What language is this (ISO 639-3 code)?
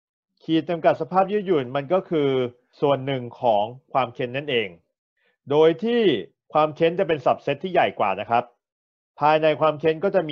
tha